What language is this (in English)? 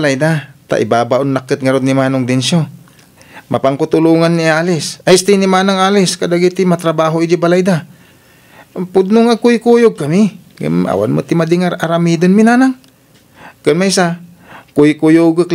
Iloko